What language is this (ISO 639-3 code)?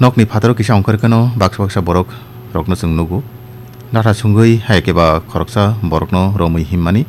trp